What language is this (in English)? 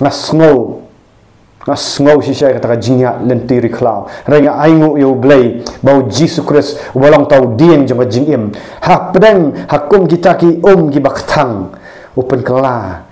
Khasi